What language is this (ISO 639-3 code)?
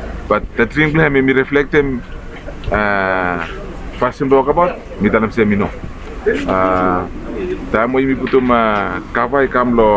bis